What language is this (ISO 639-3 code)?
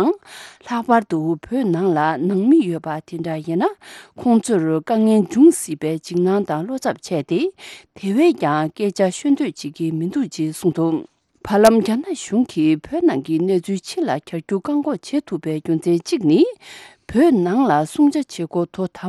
bod